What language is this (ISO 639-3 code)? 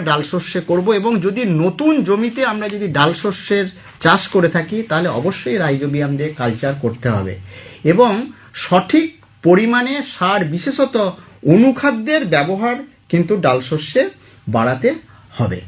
ben